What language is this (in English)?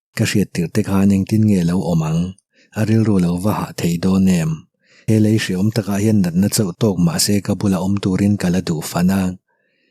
Mizo